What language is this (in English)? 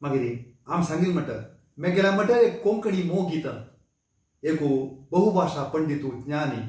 Konkani